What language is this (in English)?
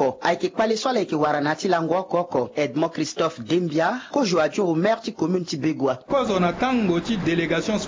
Sango